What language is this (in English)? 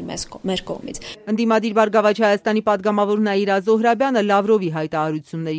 Armenian